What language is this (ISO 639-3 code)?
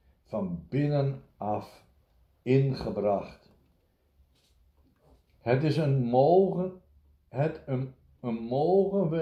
nld